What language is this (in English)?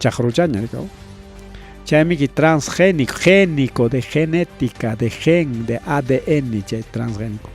Ayacucho Quechua